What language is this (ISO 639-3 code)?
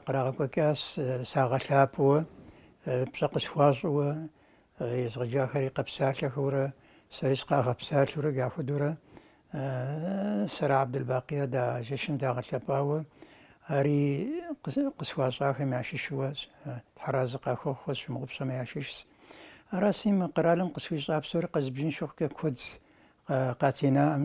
kbd